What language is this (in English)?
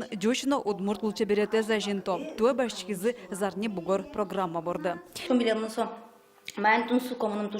Udmurt